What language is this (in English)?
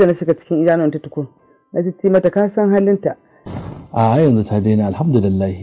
Hausa